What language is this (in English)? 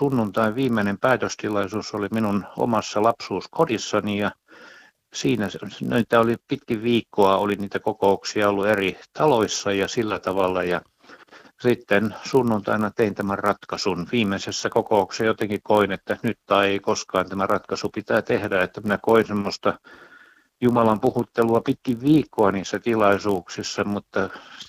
Finnish